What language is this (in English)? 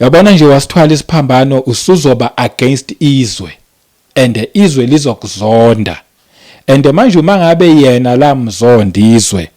Zulu